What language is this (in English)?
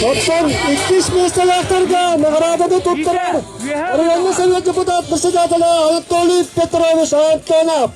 Yakut